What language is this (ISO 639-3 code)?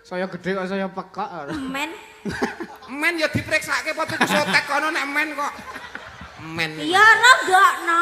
jav